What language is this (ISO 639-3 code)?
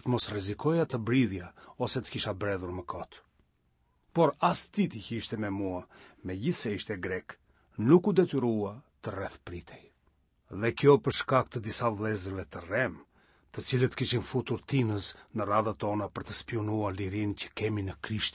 sqi